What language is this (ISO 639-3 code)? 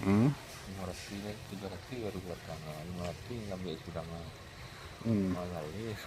min